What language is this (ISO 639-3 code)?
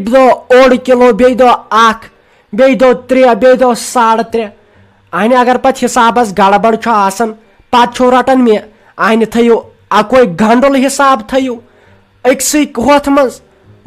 kas